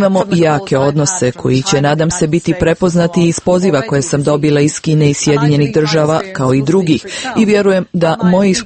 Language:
Croatian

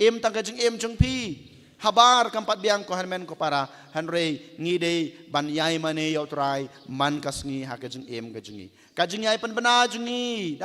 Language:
Khasi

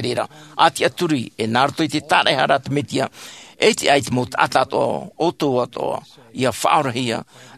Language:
Tahitian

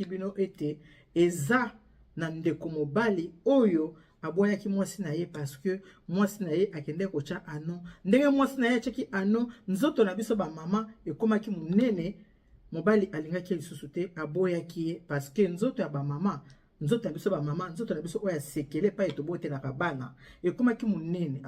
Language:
Lingala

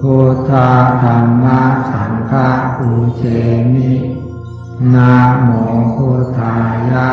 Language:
Pali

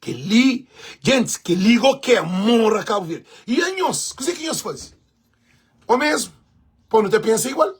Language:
Kabuverdianu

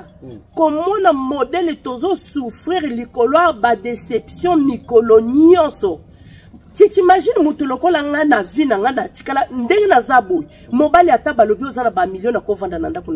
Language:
Lingala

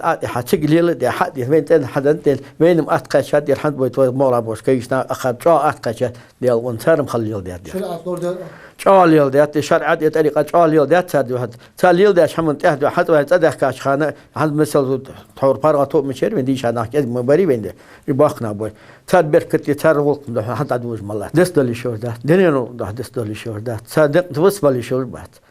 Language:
Ingush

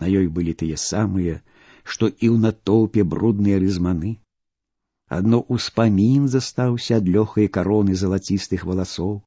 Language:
Belarusian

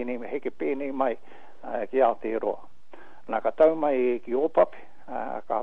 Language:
Māori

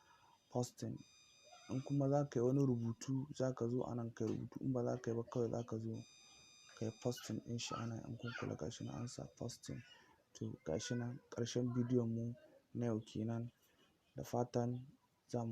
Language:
Hausa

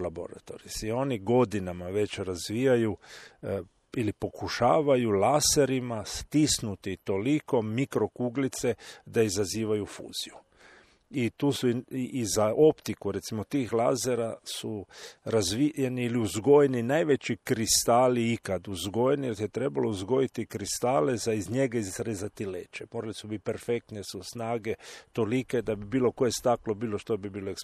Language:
Croatian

